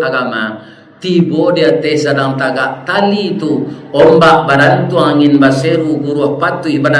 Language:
Minangkabau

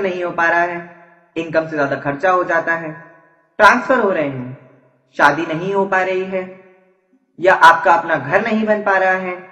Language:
Hindi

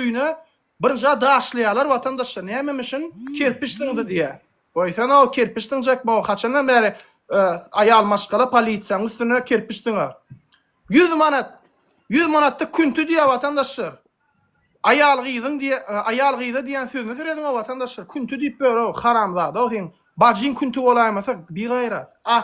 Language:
Turkmen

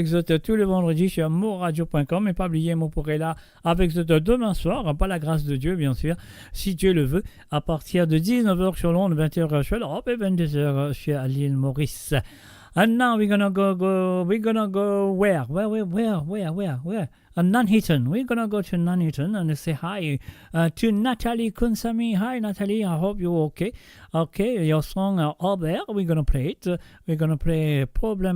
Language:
Morisyen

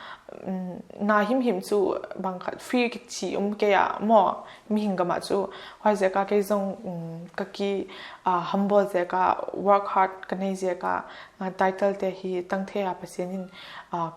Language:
Paite Chin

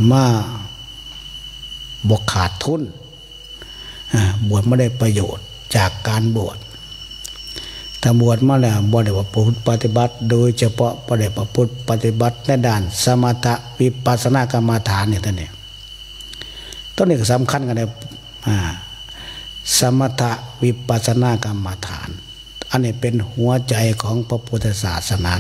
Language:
Thai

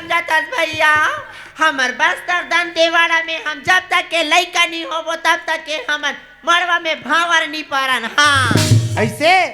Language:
Chhattisgarhi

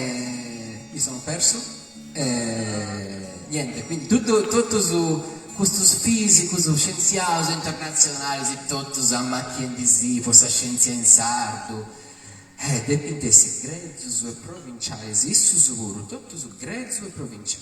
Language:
Sardinian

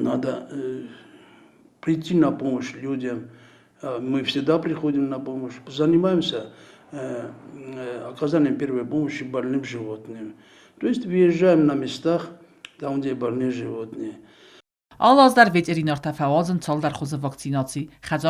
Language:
Ossetic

